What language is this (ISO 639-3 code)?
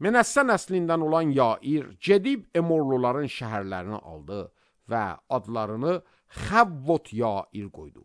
aze